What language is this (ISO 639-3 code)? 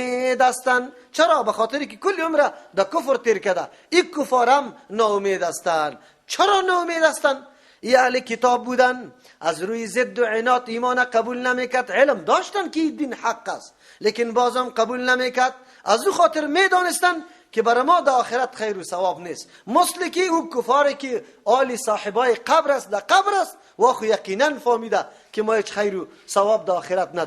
fas